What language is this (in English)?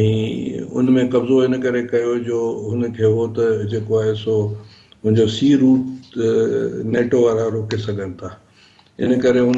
Sindhi